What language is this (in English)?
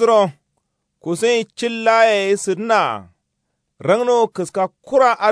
Kanuri